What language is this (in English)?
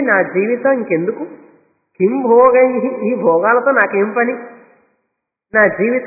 Telugu